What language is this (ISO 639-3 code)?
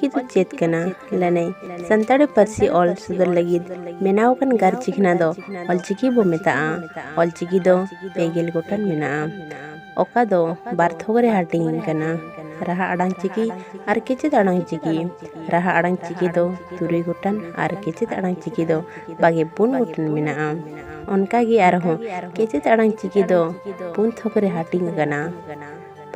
sat